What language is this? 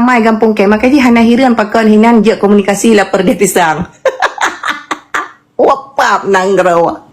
Achinese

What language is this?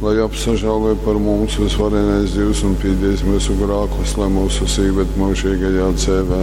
Latgalian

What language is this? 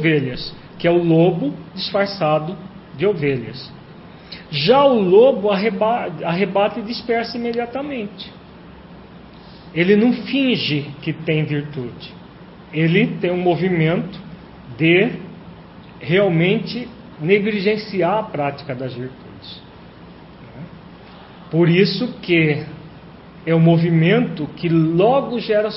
Portuguese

